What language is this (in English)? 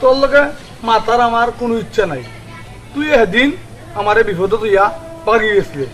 Sylheti